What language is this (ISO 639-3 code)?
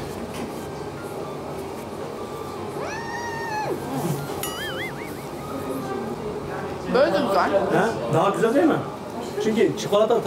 tur